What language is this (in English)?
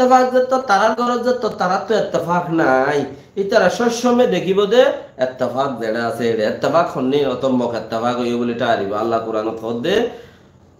Rohingya